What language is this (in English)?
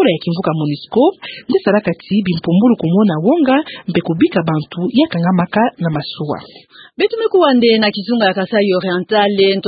Kituba (Democratic Republic of Congo)